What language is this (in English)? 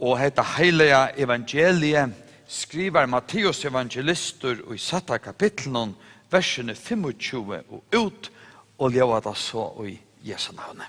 Faroese